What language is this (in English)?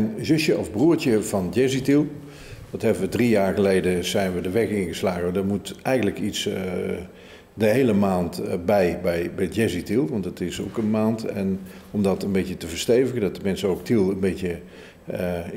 Dutch